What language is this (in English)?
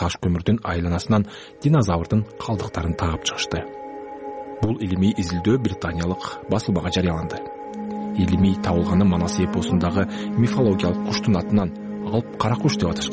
Kyrgyz